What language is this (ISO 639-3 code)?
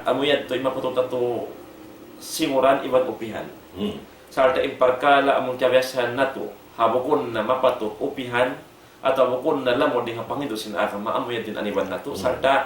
tsg